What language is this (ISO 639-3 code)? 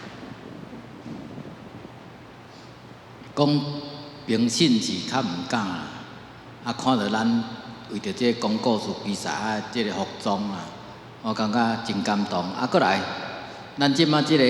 nan